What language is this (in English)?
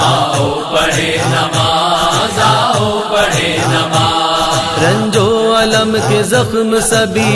Urdu